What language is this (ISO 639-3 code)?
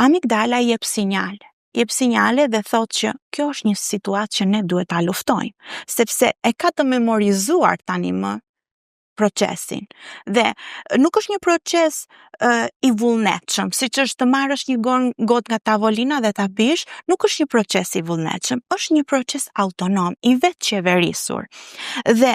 sqi